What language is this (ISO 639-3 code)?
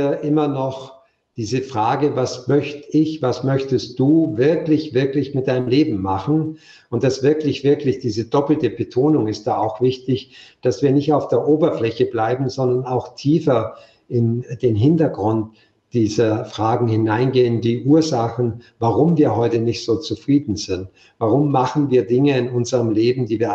deu